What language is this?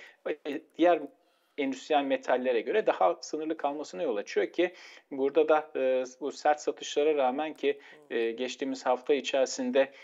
Turkish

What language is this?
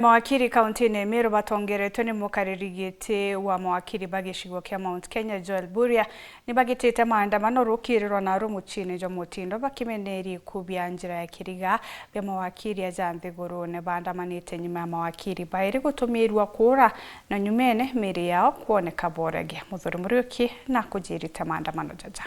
Meru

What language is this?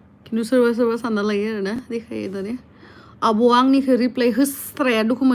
Bodo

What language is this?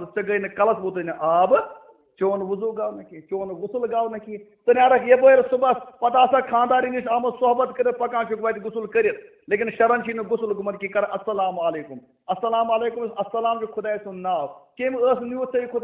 Kashmiri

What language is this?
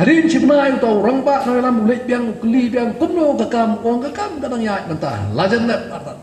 Khasi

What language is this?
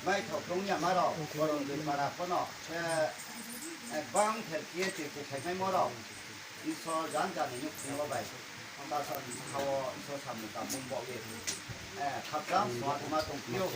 Riang (India)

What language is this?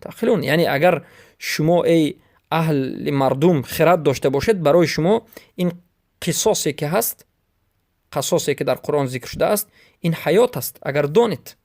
Persian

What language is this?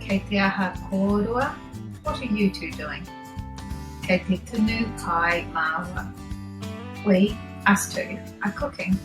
Māori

